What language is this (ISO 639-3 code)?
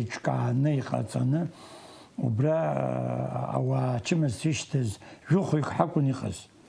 abk